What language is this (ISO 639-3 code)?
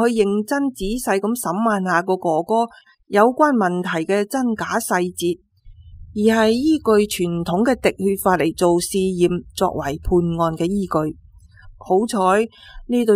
yue